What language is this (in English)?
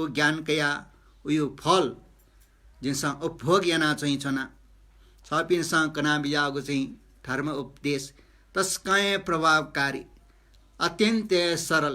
Newari